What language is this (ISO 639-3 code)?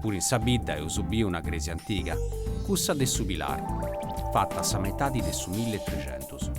srd